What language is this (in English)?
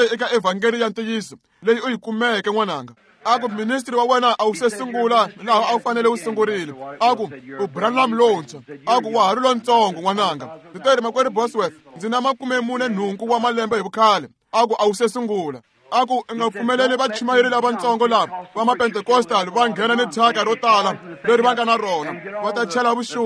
Tsonga